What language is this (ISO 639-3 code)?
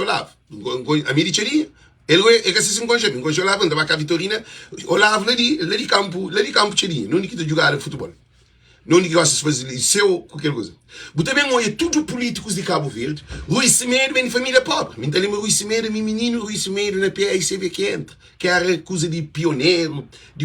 kea